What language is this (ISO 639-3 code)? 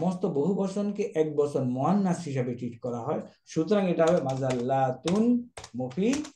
ben